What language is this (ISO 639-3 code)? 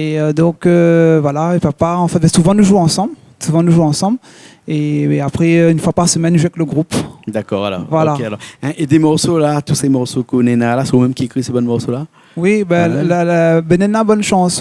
rcf